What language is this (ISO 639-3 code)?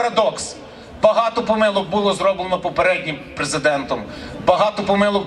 ukr